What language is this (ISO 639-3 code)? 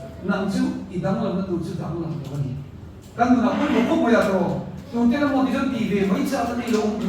lus